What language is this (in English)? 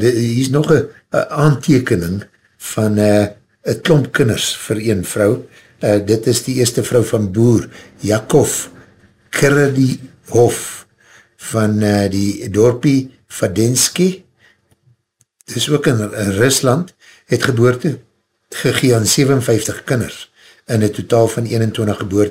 Afrikaans